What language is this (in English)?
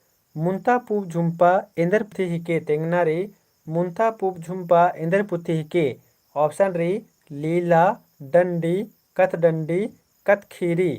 Kurukh